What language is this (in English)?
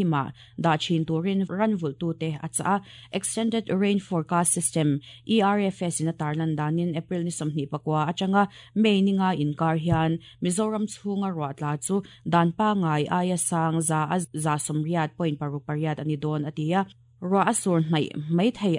Mizo